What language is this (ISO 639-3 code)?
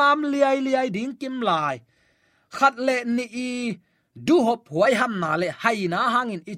ctd